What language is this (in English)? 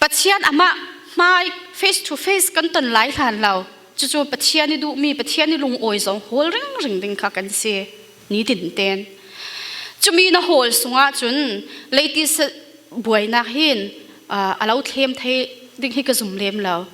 Falam Chin